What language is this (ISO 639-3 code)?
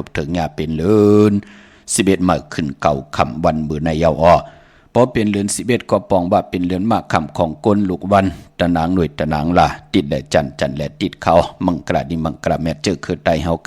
shn